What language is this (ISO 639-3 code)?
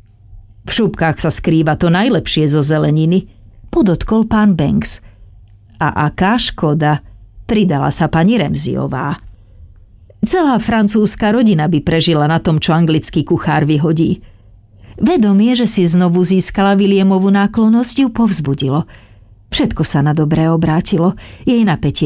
slk